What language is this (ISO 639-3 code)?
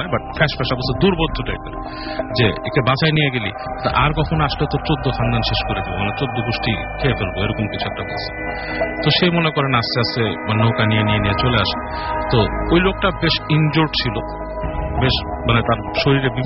ben